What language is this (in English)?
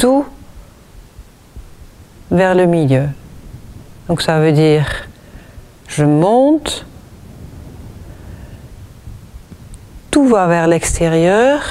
French